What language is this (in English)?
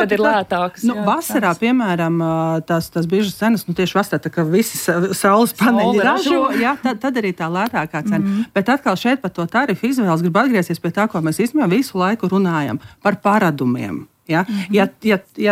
Latvian